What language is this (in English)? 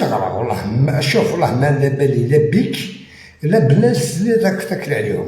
Algerian Arabic